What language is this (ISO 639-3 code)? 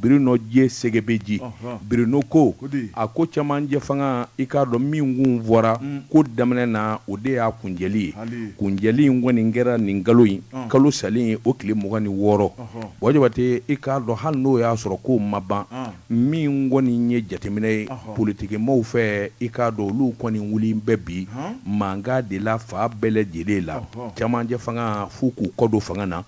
bam